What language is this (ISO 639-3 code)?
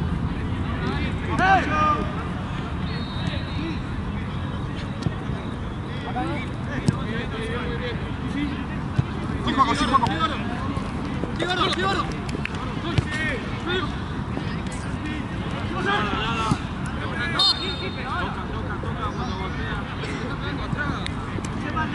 spa